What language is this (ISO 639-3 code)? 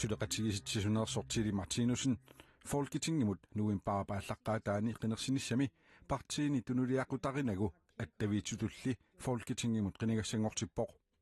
kal